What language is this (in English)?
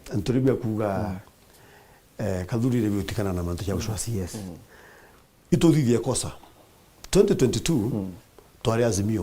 Meru